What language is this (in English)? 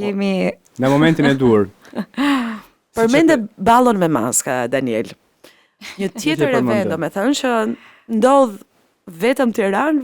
Albanian